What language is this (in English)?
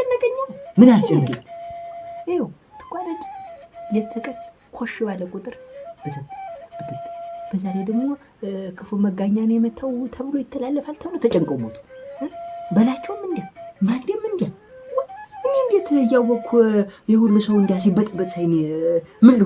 Amharic